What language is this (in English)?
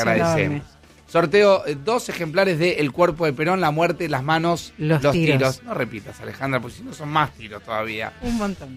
Spanish